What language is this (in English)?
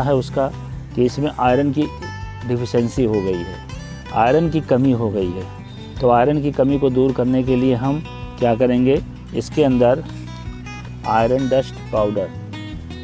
Hindi